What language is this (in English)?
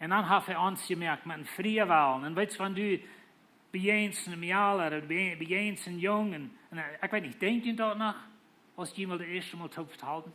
Plautdietsch